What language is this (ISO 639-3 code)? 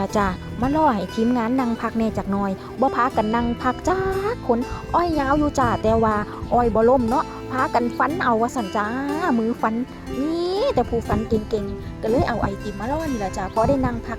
tts